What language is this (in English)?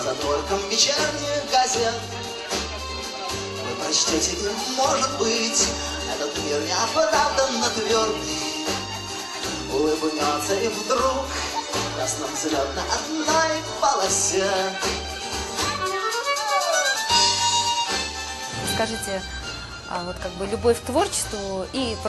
Russian